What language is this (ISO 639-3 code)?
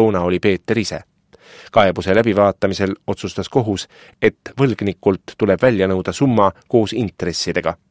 est